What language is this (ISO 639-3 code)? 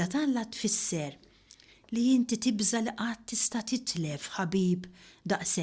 mlt